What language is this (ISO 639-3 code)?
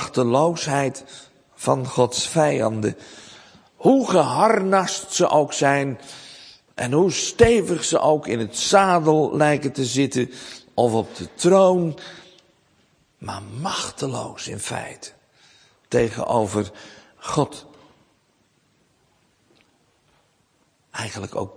nld